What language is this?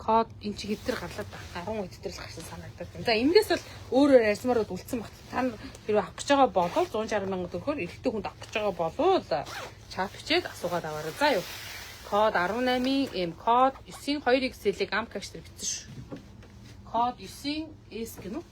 Mongolian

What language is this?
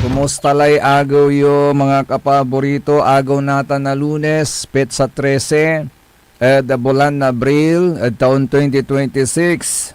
Pangasinan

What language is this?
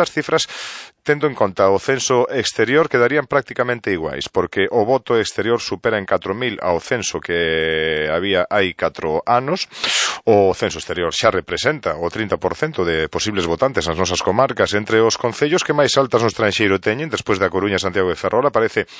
Galician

